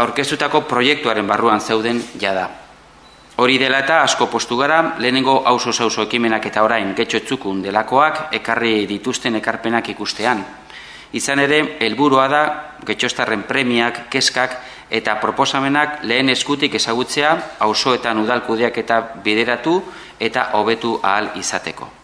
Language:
Basque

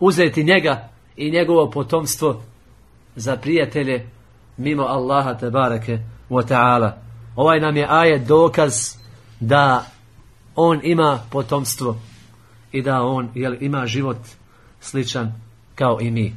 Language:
Bosnian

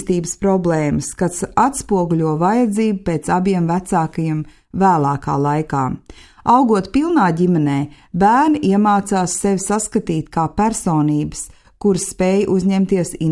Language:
Latvian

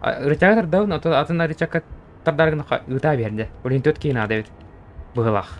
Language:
Yakut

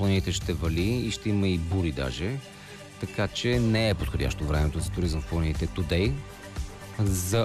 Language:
Bulgarian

